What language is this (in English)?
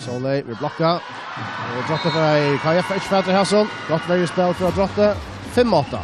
Faroese